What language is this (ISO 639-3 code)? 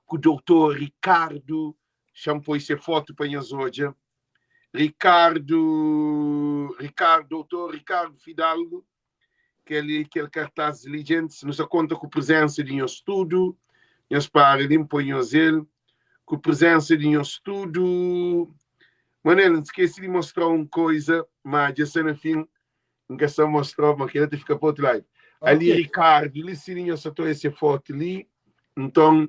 kea